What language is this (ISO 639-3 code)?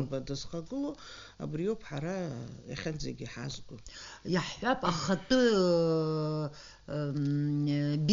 abk